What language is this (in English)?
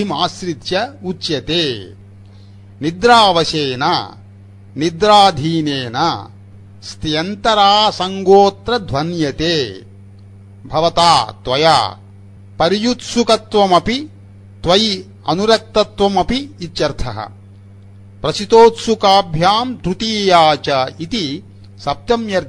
Sanskrit